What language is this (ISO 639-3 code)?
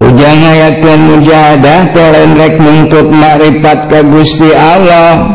sun